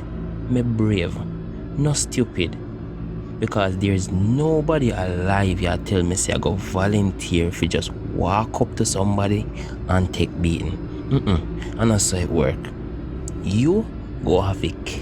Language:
Jamaican Creole English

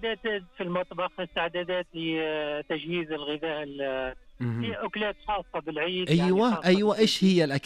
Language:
Najdi Arabic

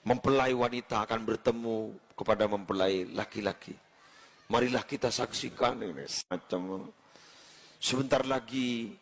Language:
Madurese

